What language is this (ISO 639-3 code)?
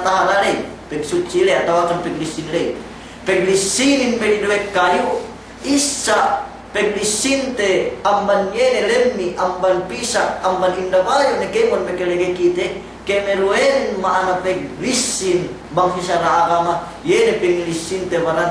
yka